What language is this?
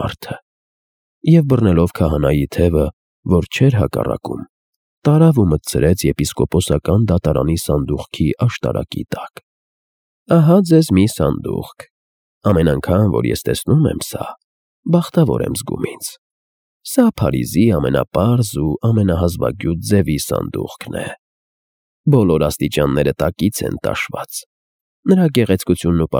Armenian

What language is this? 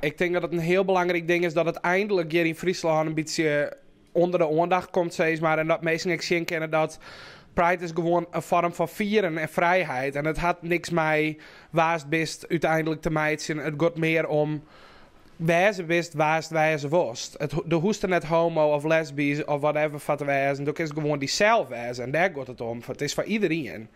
Western Frisian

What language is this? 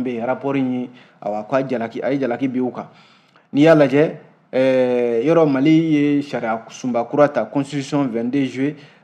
Bambara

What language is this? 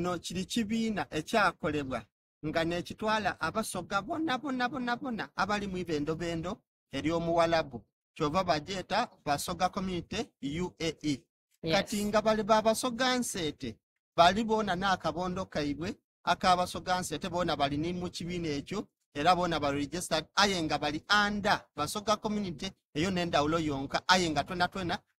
Soga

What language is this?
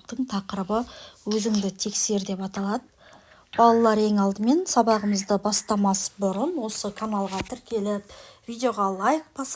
Kazakh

